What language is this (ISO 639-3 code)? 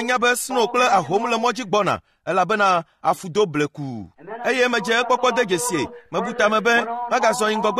ewe